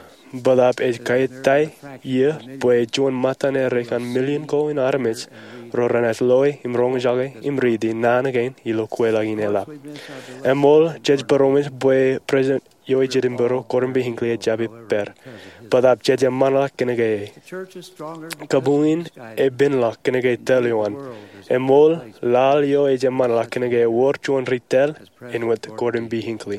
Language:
Marshallese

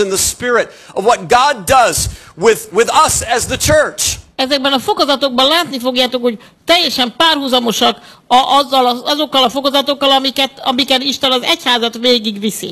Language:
Hungarian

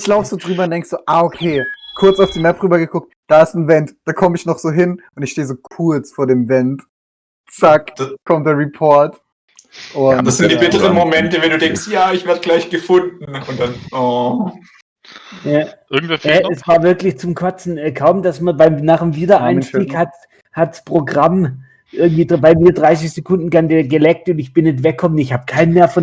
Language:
Swiss German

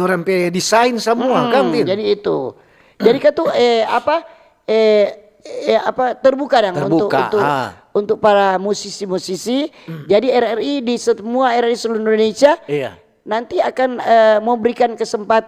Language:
Manado Malay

